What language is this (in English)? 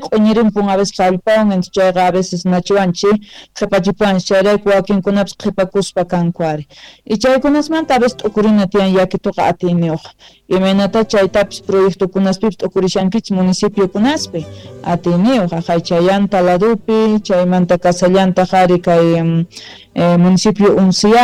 Quechua